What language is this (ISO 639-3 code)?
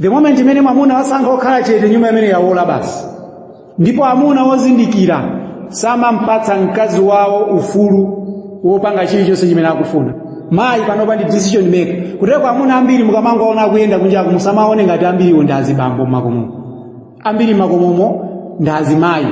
nya